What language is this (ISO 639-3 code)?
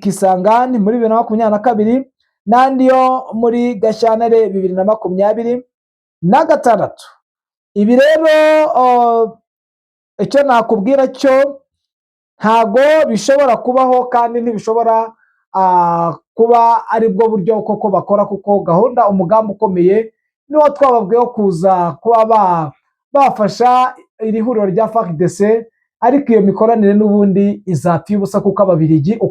kin